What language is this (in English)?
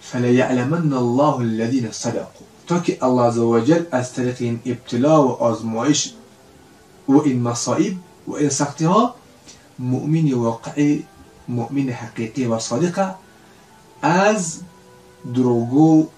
Persian